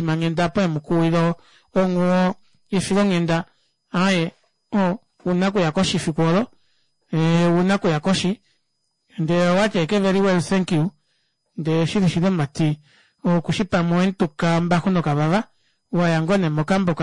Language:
Kuanyama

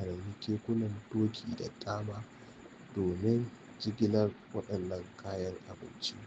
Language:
Hausa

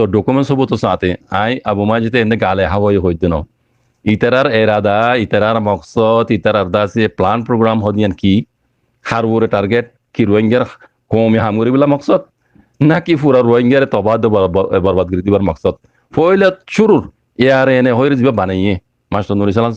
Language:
Rohingya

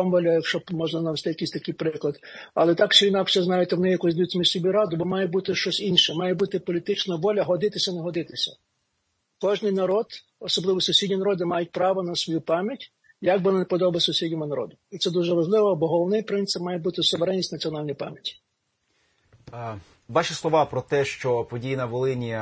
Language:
Ukrainian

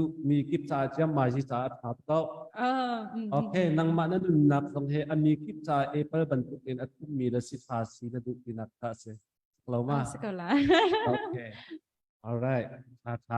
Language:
Hakha Chin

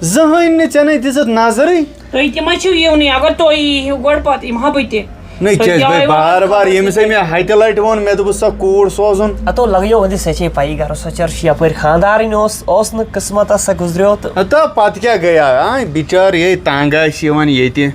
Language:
Kashmiri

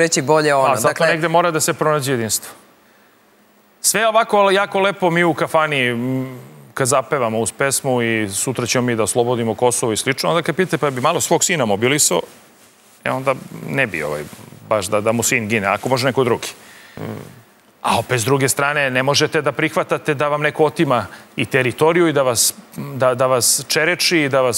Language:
Serbian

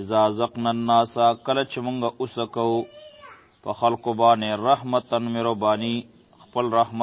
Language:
Pashto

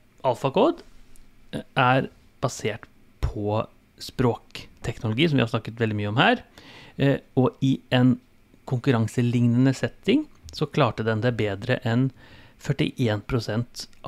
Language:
Norwegian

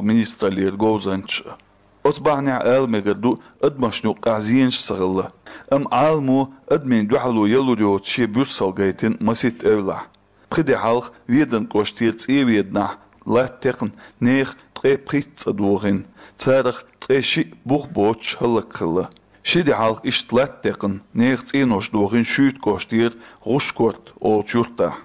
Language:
Chechen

